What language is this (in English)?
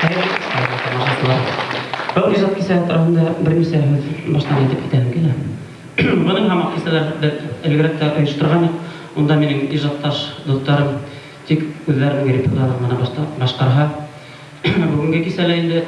Bashkir